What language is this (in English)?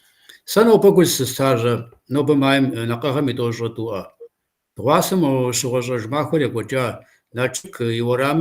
Kabardian